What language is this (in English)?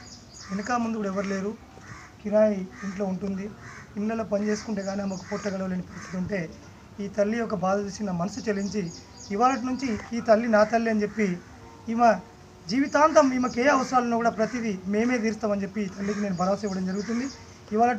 Telugu